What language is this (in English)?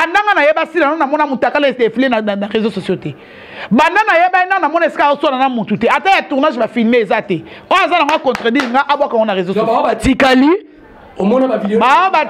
Lingala